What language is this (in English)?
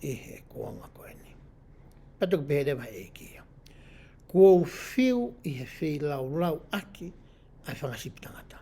Tongan